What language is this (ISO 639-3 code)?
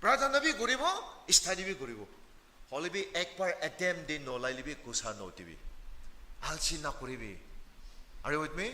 nag